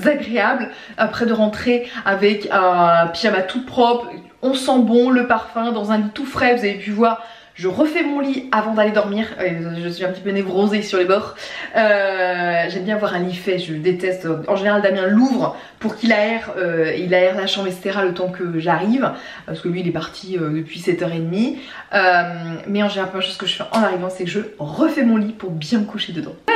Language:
French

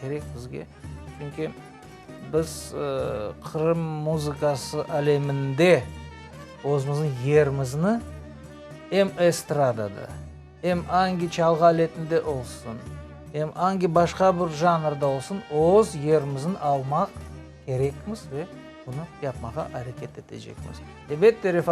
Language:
Crimean Tatar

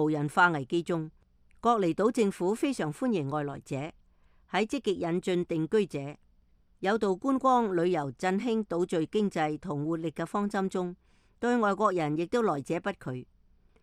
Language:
Cantonese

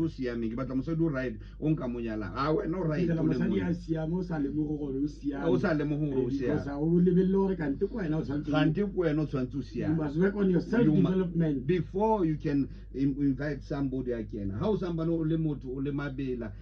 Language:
Tswana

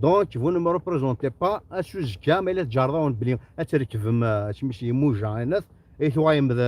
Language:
Kabyle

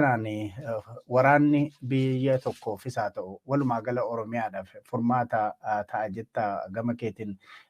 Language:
Oromo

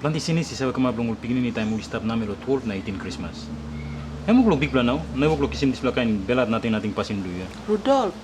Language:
Tok Pisin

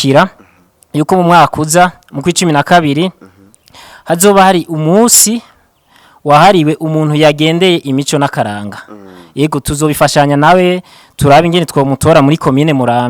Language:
Rundi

